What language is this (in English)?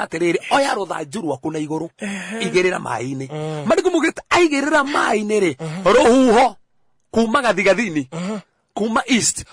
Kikuyu